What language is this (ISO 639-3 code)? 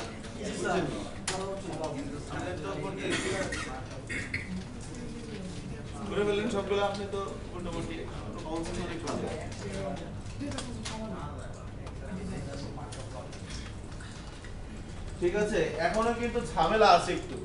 ben